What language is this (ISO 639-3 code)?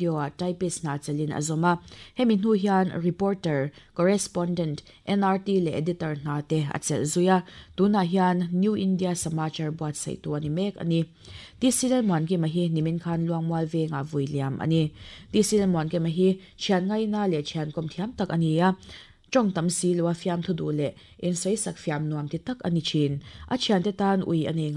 lus